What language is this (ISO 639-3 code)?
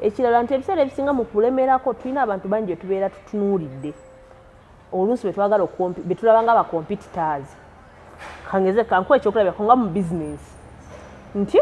lug